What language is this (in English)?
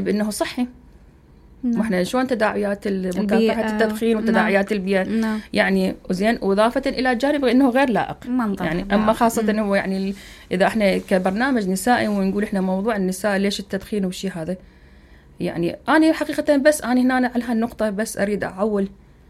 Mesopotamian Arabic